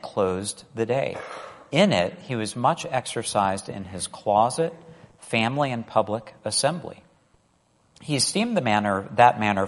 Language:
English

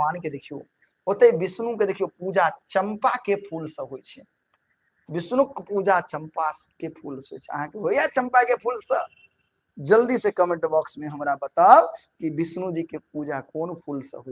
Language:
Maithili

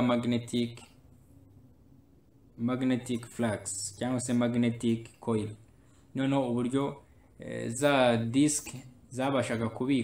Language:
Kinyarwanda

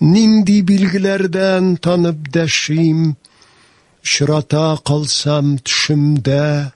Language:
Tatar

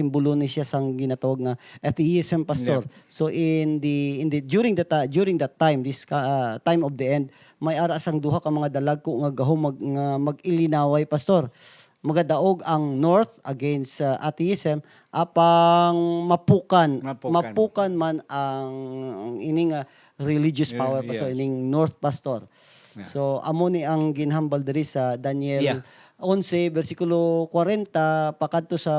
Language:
Hiligaynon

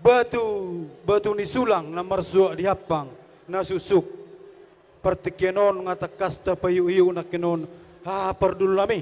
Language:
Batak Toba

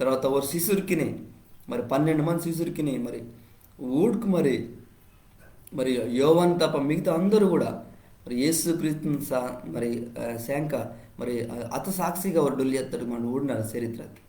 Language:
Koya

